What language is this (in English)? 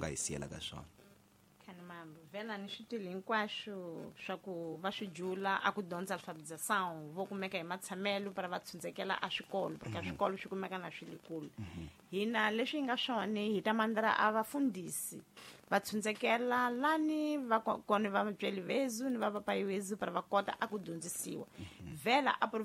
Tsonga